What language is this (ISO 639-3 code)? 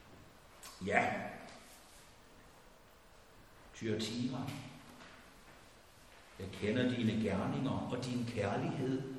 dan